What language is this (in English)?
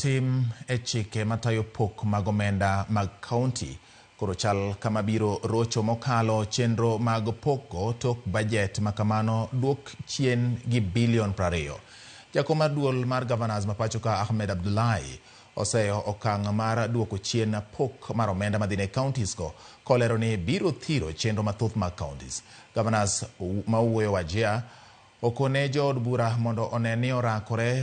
Luo (Kenya and Tanzania)